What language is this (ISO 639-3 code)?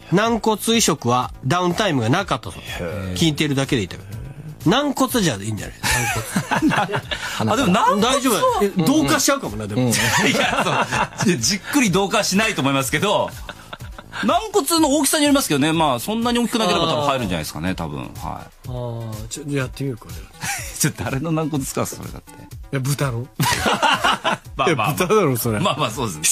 jpn